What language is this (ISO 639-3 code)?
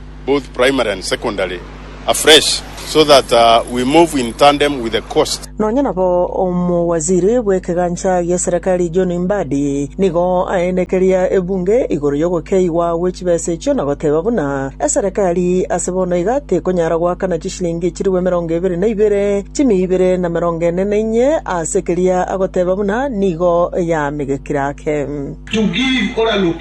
guz